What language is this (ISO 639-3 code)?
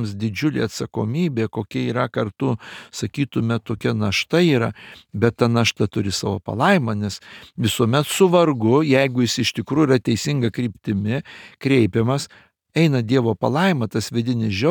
lit